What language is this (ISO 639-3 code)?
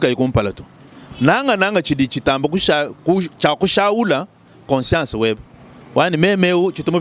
lua